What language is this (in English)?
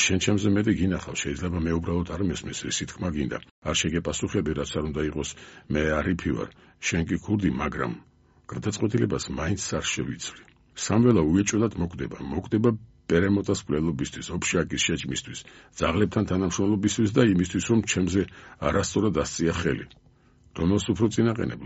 Georgian